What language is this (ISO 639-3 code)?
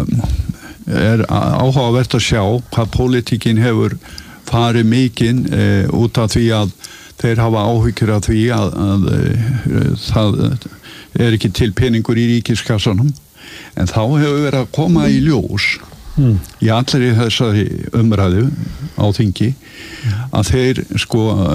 isl